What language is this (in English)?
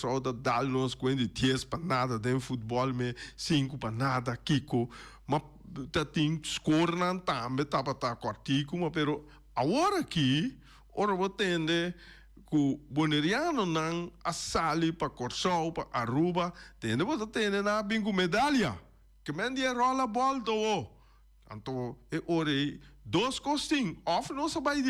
Papiamento